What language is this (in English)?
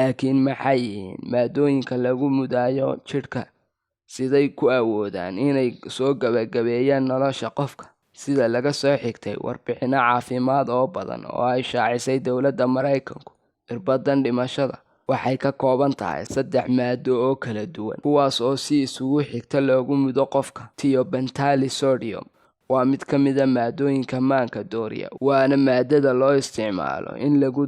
Somali